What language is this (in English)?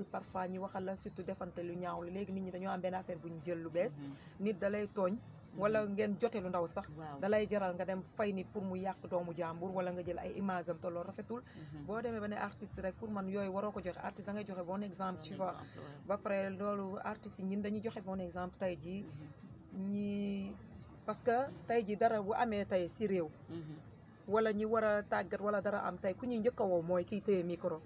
Wolof